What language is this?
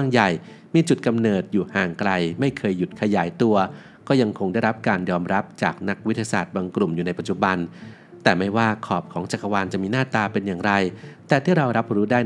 Thai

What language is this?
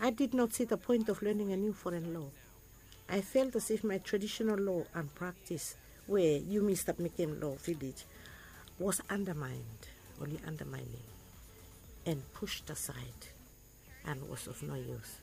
Bislama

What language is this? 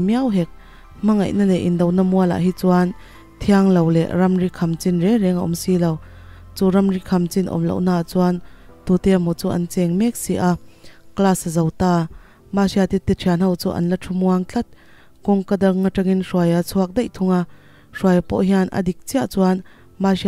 Mizo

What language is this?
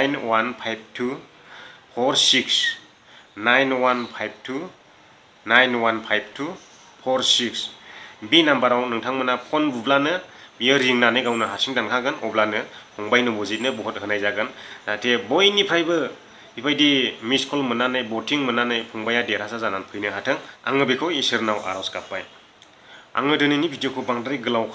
Bodo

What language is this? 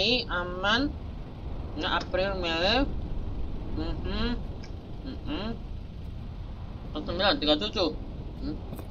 Indonesian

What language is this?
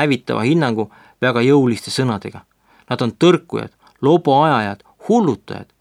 Estonian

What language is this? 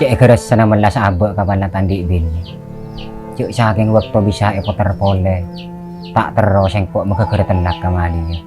Madurese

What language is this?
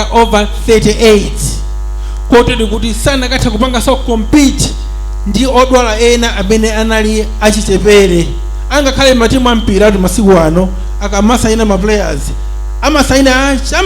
Nyanja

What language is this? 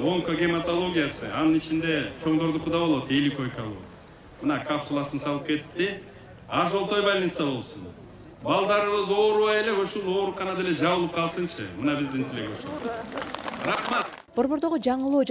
Kyrgyz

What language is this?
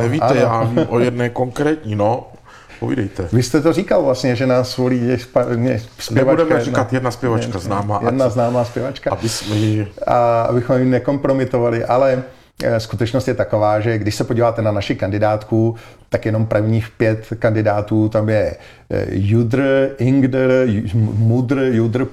Czech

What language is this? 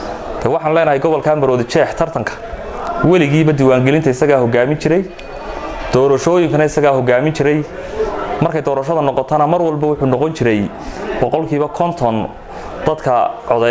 Somali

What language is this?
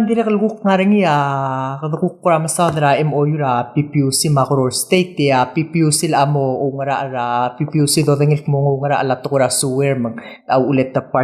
Palauan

